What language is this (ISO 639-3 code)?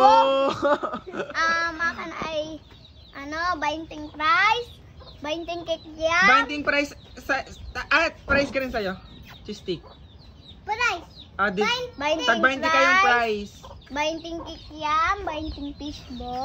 fil